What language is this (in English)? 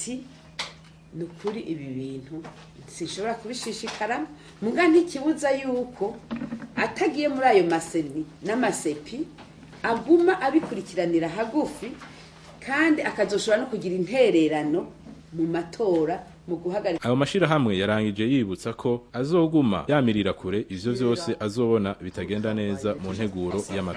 Rundi